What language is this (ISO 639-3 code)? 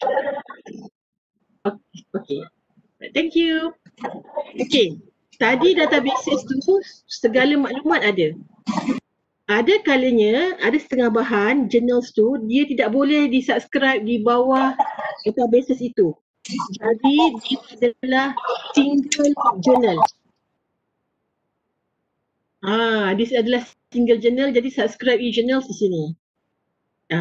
msa